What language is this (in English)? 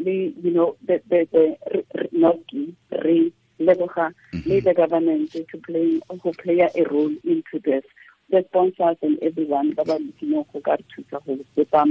Tswana